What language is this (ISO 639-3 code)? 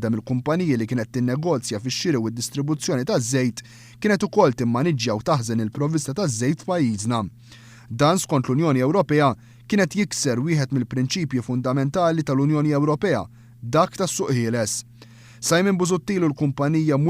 mlt